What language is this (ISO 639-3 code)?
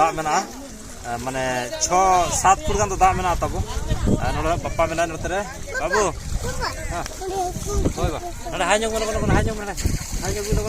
sat